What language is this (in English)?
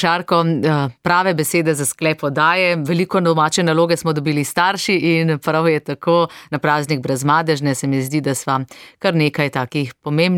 Slovenian